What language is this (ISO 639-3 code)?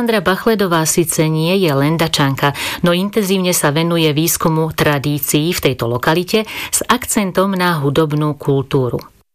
slk